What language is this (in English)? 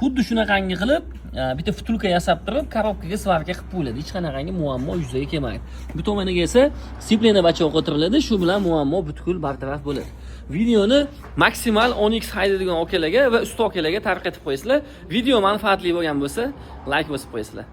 Uzbek